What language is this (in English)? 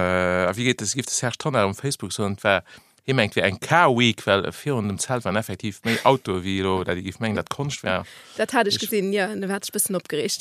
Luxembourgish